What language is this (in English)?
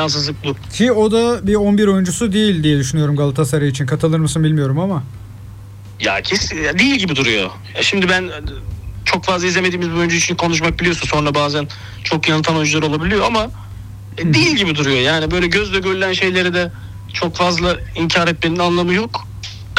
Turkish